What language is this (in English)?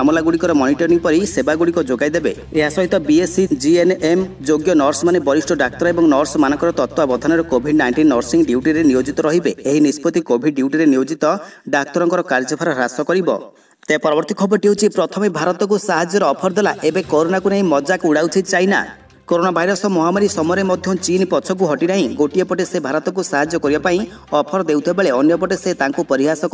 Odia